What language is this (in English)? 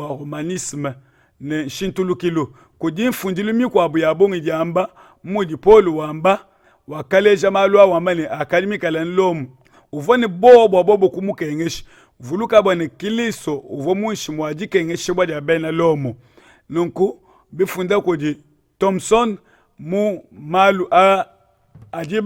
Luba-Lulua